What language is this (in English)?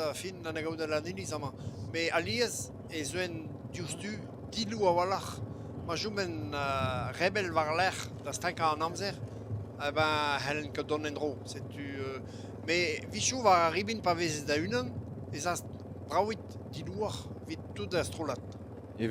Breton